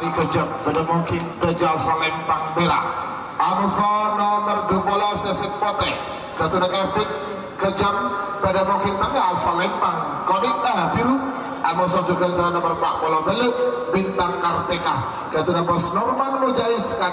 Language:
Madurese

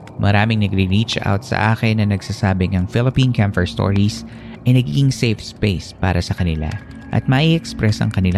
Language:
Filipino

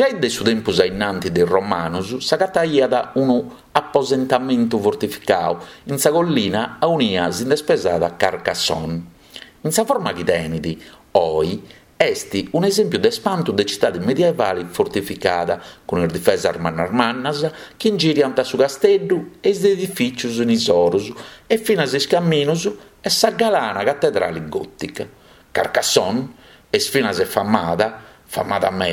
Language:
Sardinian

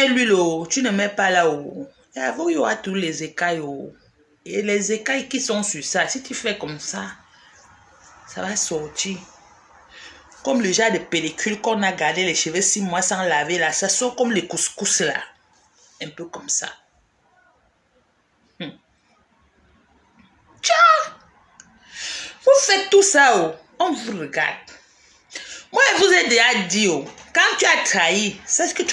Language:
French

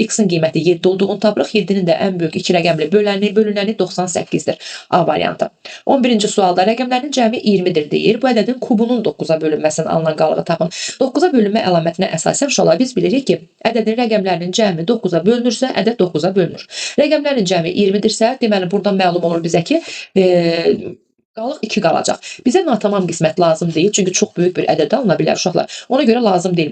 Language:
Azerbaijani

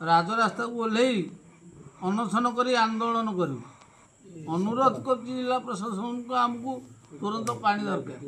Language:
Odia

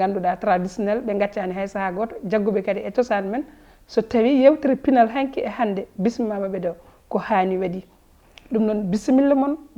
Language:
Fula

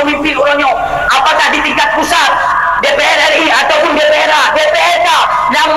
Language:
Achinese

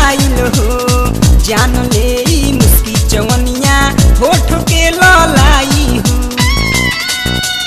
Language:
Bhojpuri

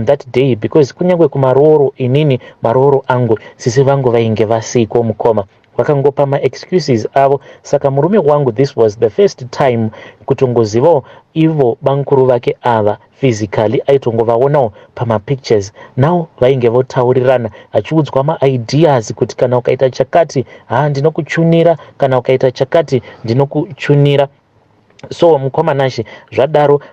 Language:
Shona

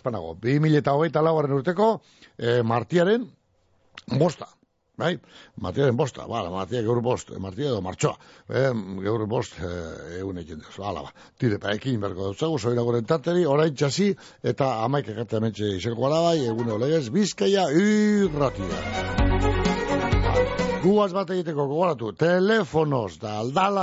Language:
Basque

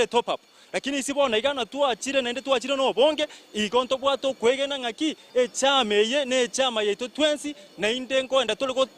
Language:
Gusii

